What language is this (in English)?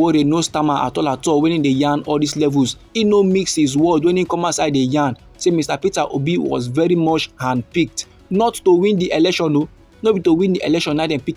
Nigerian Pidgin